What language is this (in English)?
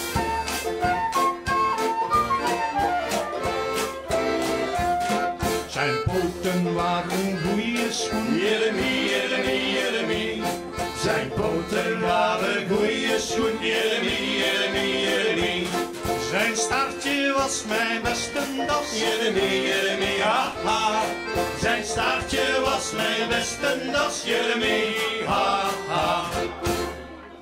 Dutch